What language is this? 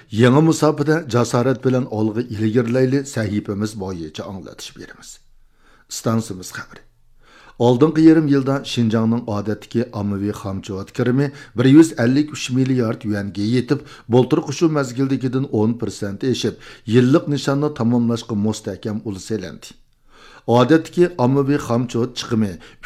Uyghur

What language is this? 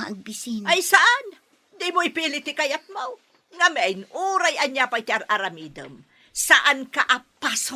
Iloko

